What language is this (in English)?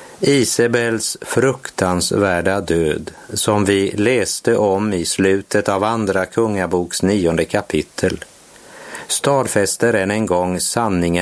Swedish